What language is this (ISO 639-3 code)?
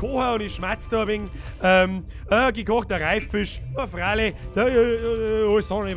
bar